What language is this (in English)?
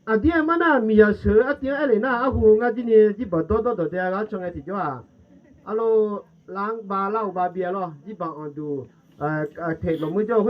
Akha